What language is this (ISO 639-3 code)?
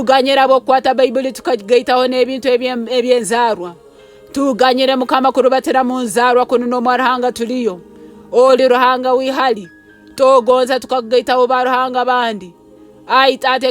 nyn